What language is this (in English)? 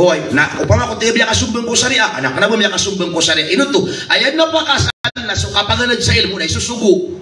Maranao